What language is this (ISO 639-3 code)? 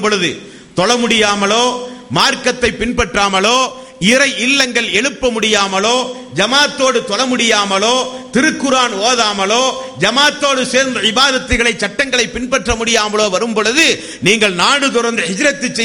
tam